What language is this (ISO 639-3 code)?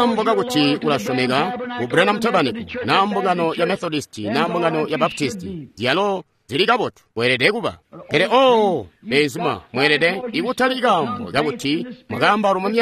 toi